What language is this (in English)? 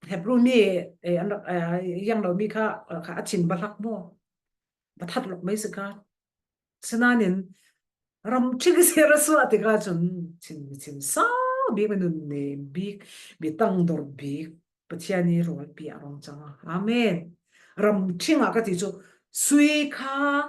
Falam Chin